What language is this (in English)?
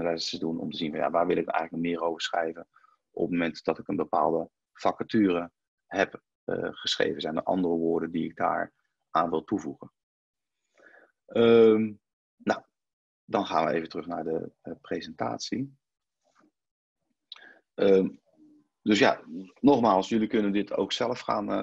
Dutch